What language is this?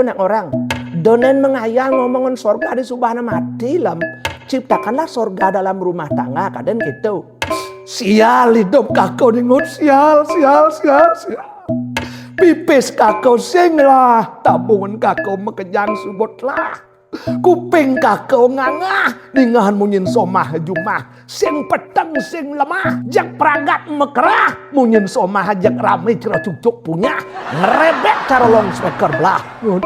Balinese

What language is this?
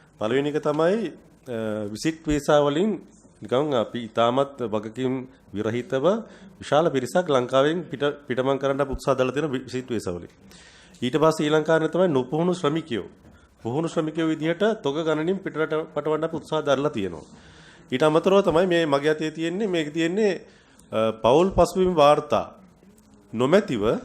Sinhala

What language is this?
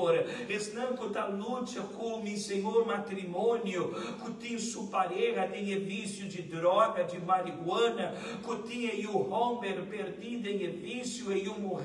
Papiamento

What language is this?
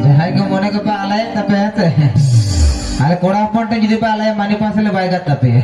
Santali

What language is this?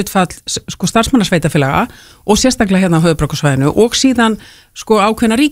Icelandic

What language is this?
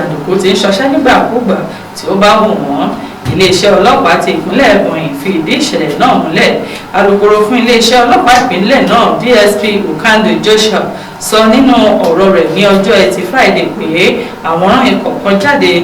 Yoruba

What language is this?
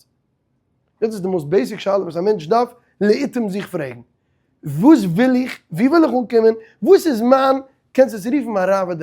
Yiddish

